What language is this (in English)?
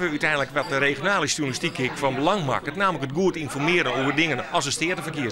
Western Frisian